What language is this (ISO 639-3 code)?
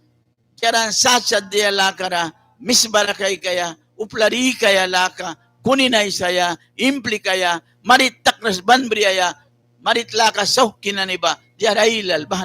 miq